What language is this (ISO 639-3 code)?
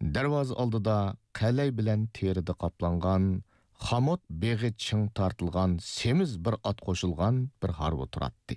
uig